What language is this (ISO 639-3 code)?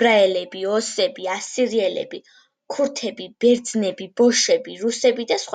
kat